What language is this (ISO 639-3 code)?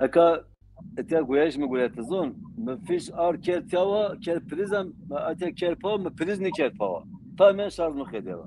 zza